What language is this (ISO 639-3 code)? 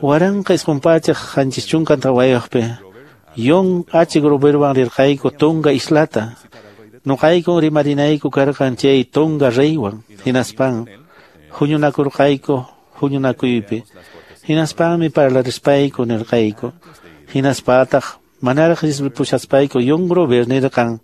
que